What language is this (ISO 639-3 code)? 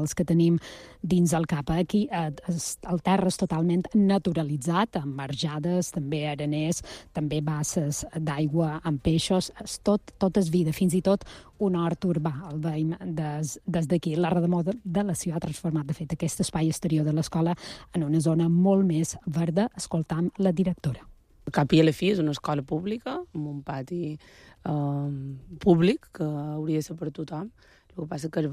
cat